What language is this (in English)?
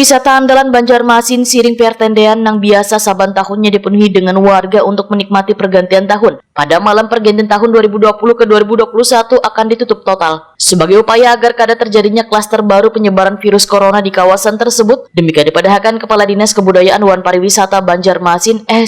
Banjar